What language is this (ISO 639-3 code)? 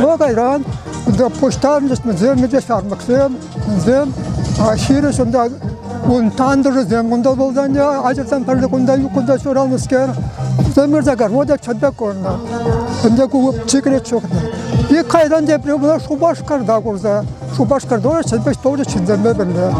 chv